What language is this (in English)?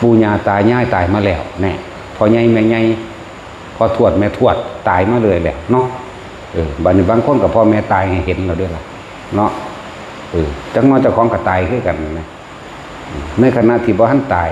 Northeastern Thai